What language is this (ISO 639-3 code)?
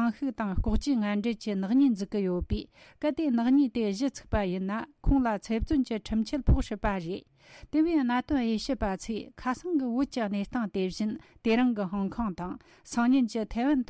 bod